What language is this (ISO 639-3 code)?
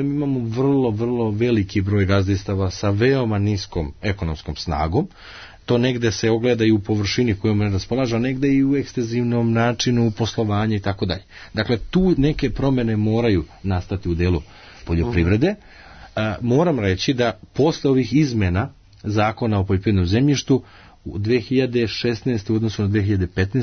srp